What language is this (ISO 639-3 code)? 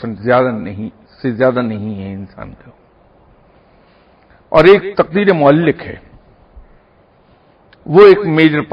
urd